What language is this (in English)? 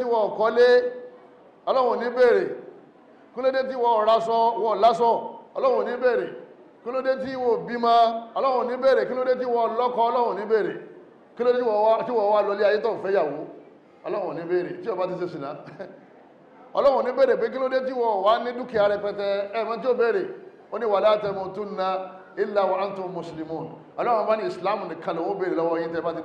Yoruba